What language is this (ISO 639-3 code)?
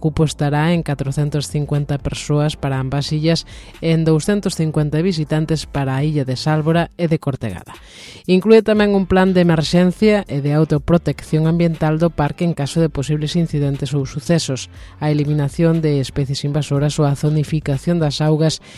glg